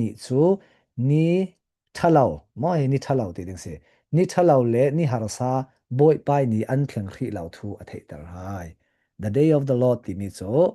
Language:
Falam Chin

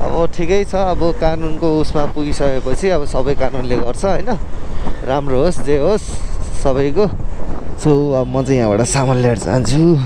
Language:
Nepali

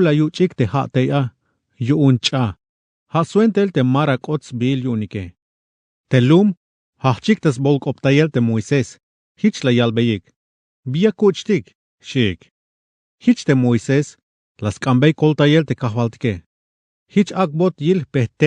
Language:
Tzeltal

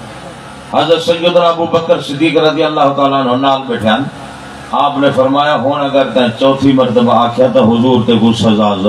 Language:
Saraiki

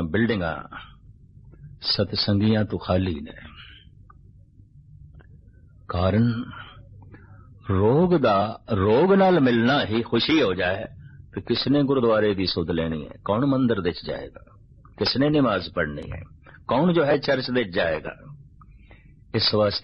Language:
Punjabi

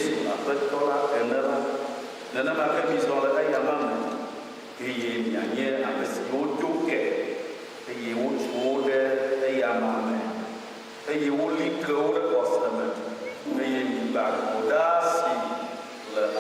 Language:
Ewe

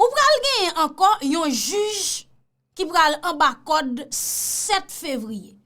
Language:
Haitian Creole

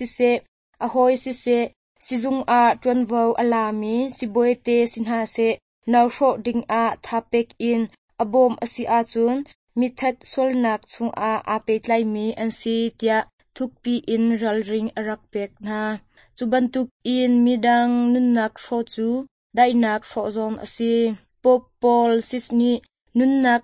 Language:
Hakha Chin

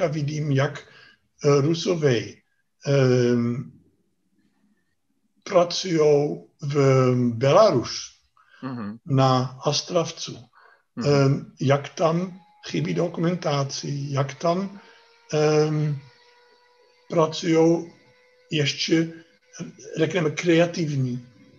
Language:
Czech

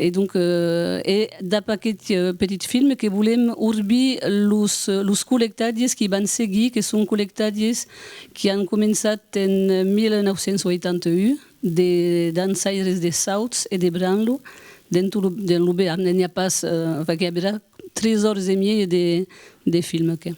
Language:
Occitan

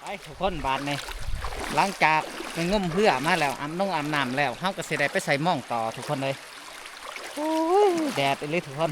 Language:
Lao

